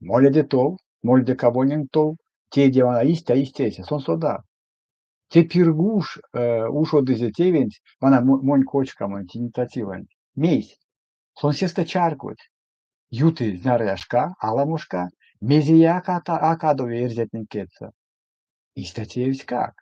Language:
Erzya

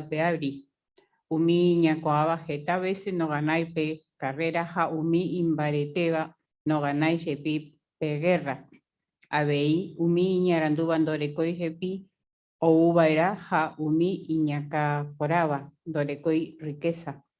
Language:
Guarani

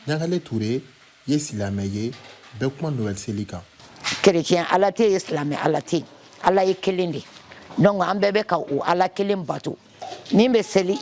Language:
Bambara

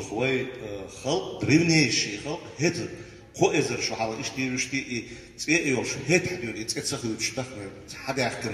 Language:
Chechen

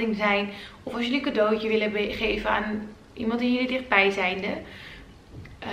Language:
Dutch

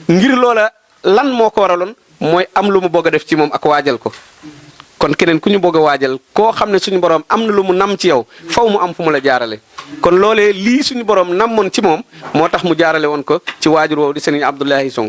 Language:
Wolof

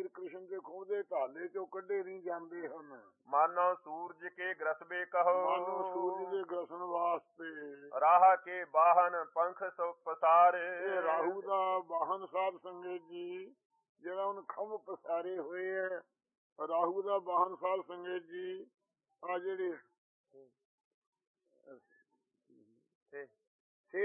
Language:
Punjabi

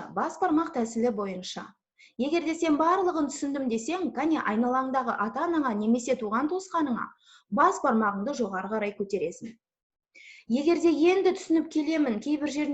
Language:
Kazakh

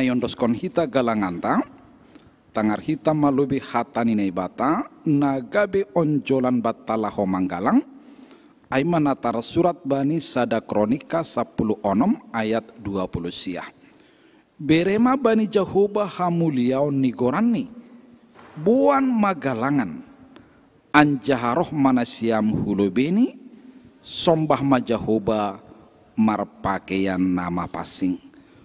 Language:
Batak Simalungun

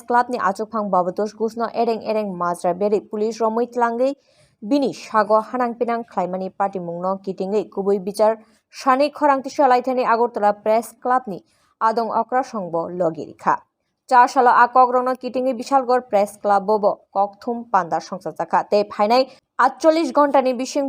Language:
Kok Borok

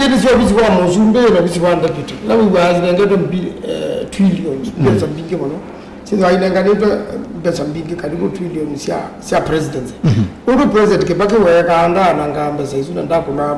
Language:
Kamba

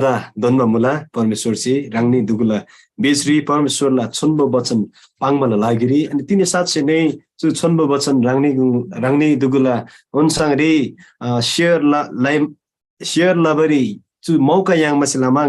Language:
Eastern Tamang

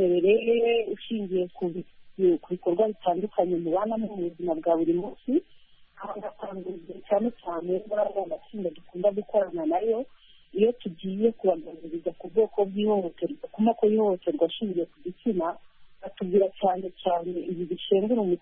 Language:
Kinyarwanda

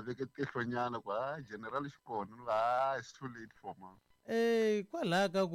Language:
Tsonga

